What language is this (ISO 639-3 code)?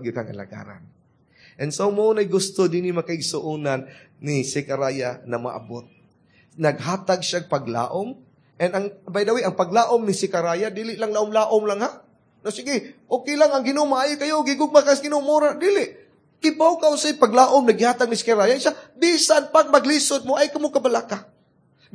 ceb